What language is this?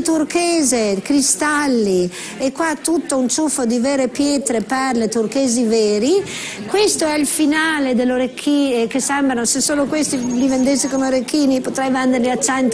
Italian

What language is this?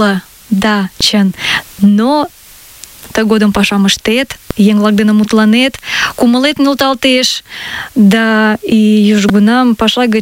Mari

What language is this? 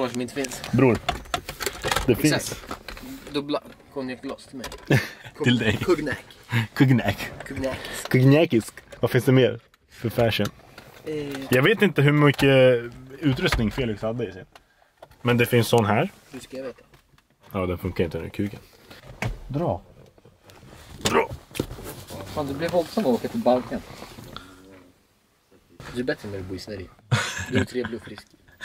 Swedish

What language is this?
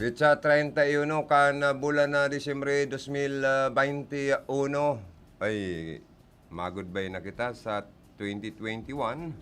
Bikol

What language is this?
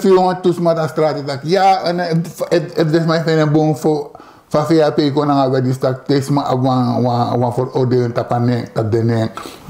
Sranan Tongo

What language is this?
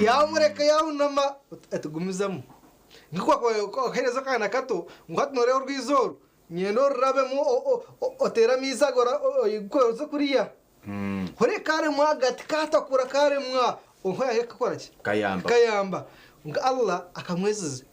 Nyankole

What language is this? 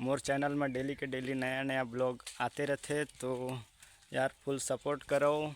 Chhattisgarhi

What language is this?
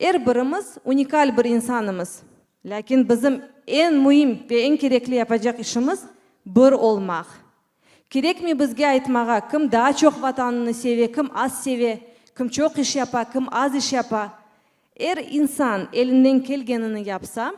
Crimean Tatar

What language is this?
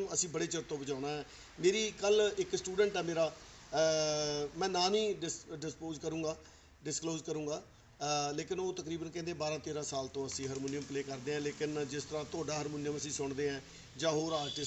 Punjabi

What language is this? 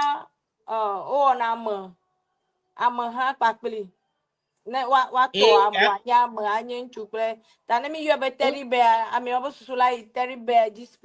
Ewe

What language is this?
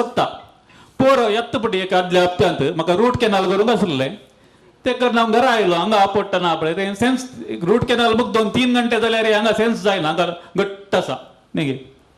Konkani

